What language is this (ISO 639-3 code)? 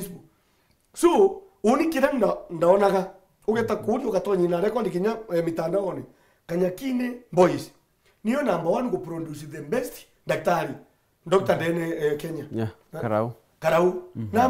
mer